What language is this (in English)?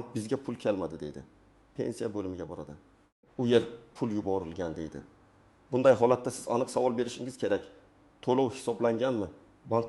Uzbek